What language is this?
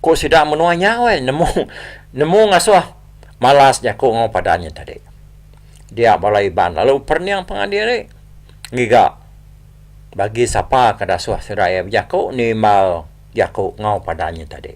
Iban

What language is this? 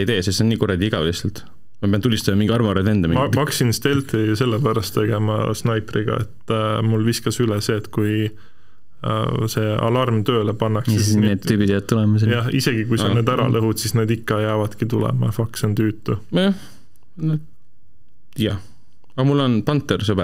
Estonian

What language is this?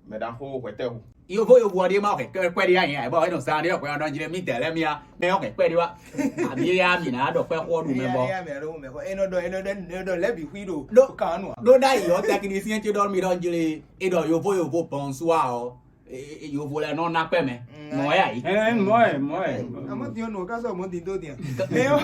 Fon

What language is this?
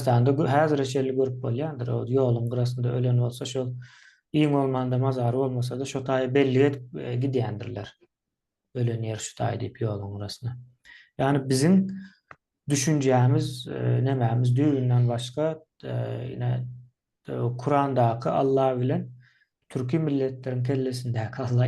Turkmen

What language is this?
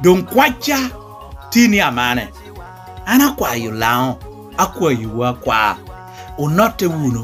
Lango (Uganda)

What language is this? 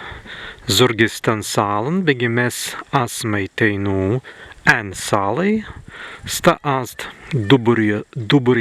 Prussian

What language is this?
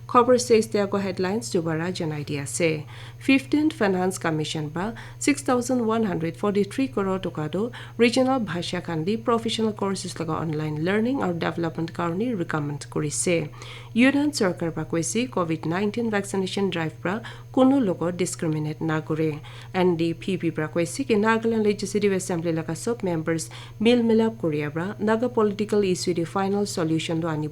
Naga Pidgin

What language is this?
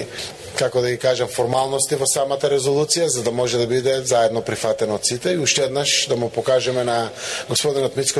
Macedonian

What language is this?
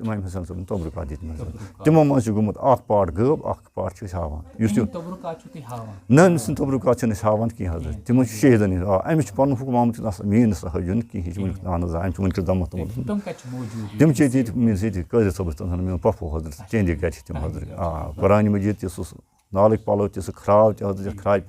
Kashmiri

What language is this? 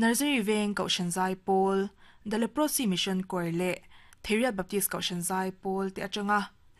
Mizo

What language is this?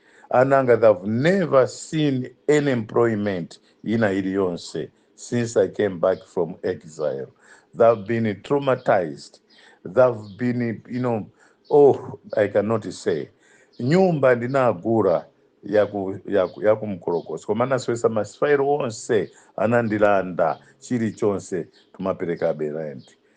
Nyanja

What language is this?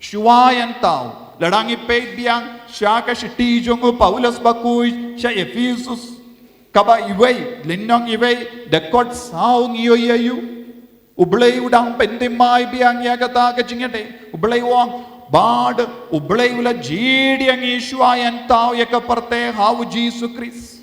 Khasi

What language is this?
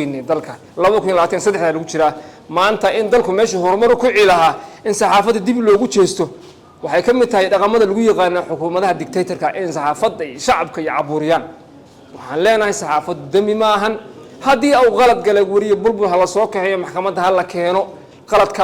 Somali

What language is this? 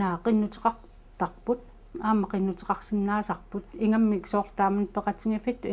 Kalaallisut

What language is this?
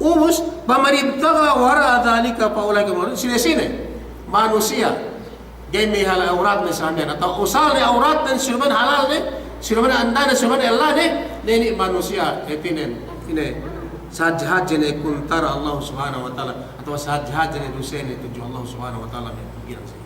Yakan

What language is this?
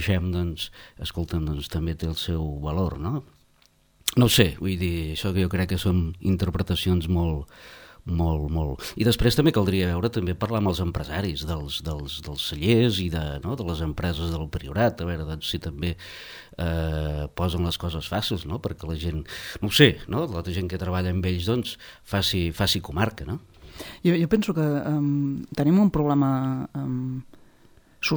Catalan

